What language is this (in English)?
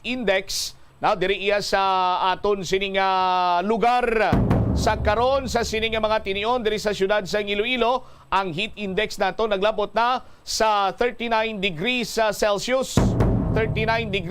Hiligaynon